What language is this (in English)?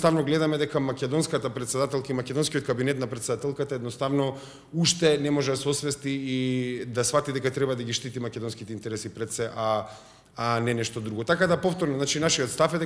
Macedonian